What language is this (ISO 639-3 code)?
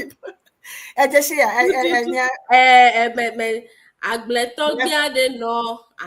ewe